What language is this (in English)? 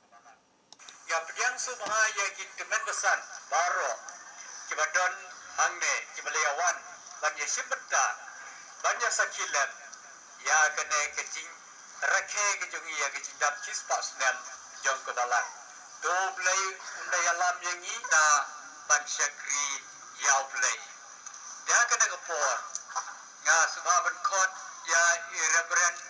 Khasi